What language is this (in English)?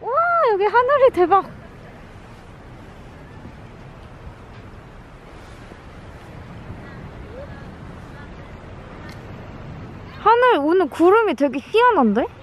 Korean